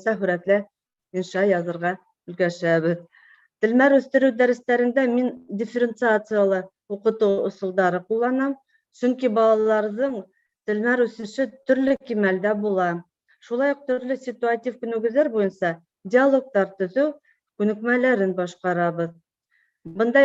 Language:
Bashkir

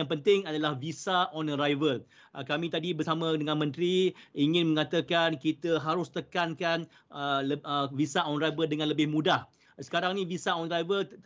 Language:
Malay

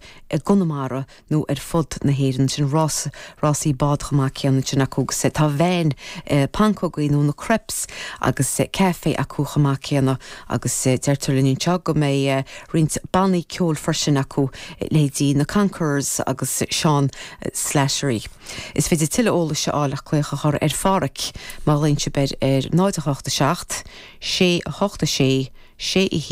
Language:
Irish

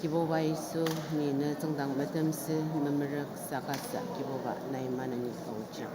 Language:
Ao Naga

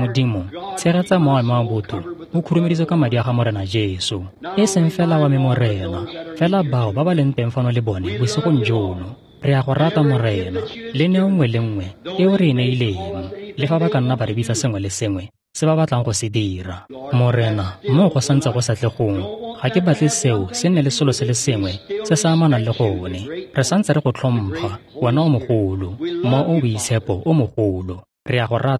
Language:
Tswana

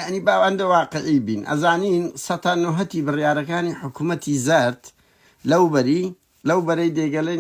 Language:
Central Kurdish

